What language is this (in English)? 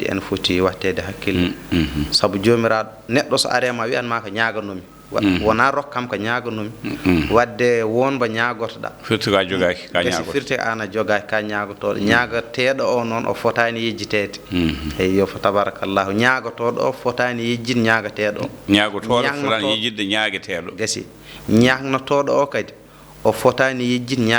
Fula